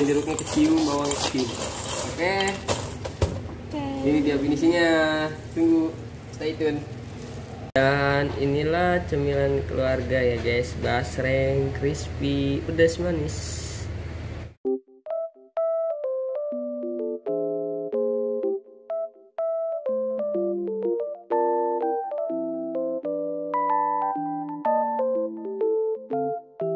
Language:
Indonesian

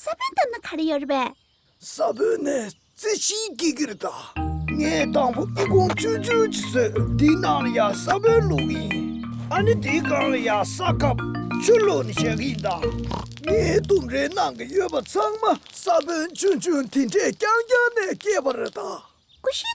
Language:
Tibetan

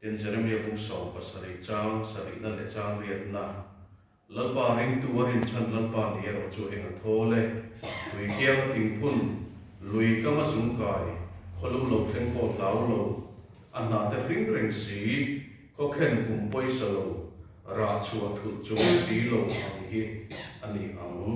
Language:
Mizo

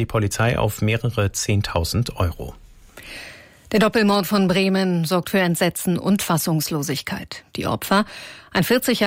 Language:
German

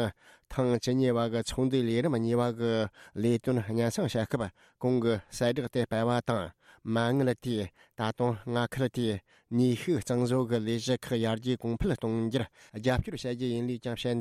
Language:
Tibetan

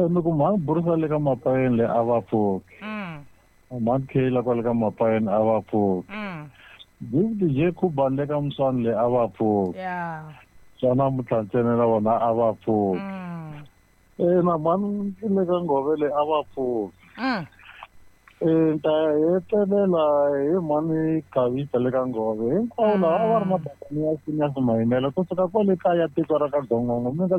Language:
Tsonga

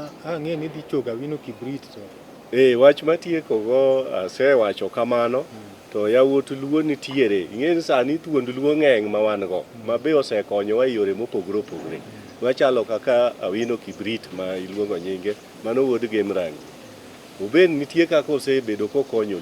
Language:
Luo (Kenya and Tanzania)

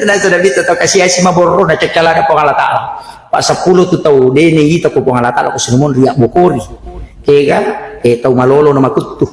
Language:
Buginese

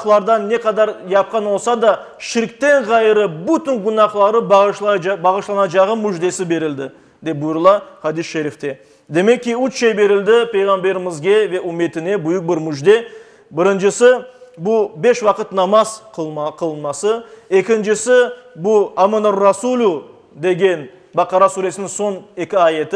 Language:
Crimean Tatar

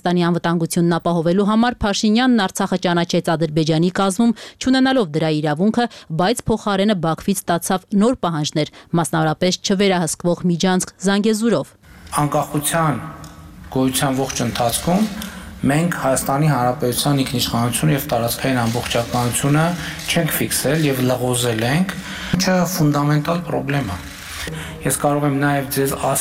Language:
Armenian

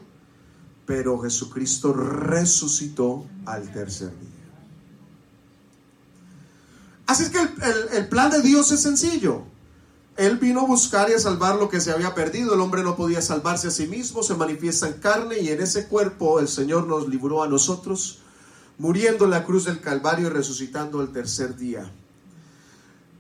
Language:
Spanish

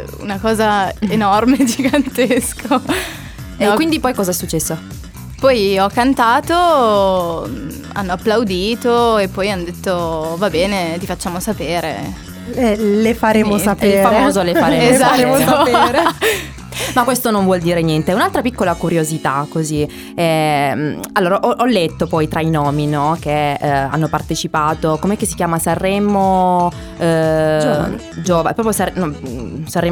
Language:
Italian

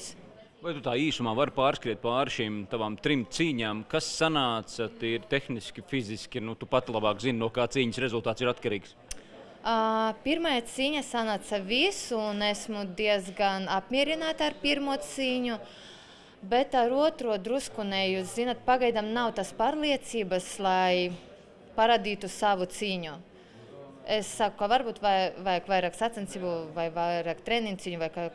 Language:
Latvian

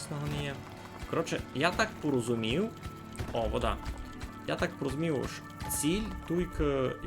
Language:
Rusyn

